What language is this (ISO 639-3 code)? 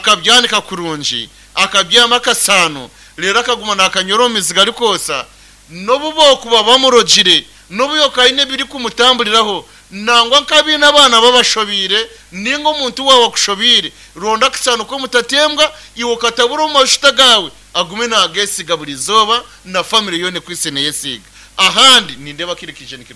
nyn